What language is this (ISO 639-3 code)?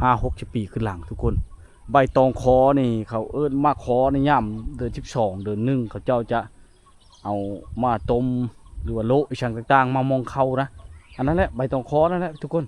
lao